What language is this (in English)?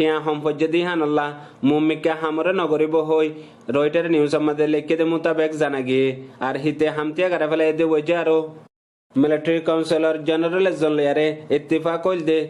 Rohingya